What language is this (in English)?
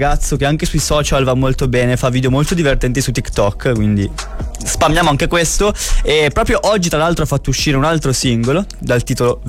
Italian